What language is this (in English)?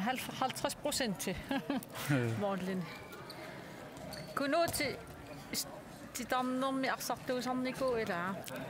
Kalaallisut